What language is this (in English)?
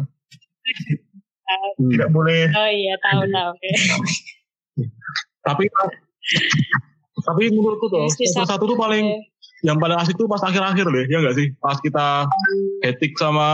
Indonesian